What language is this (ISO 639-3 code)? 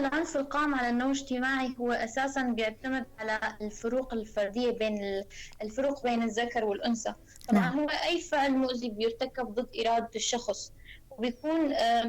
apc